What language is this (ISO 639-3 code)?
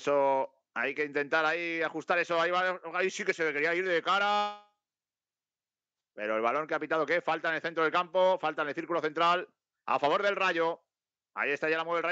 spa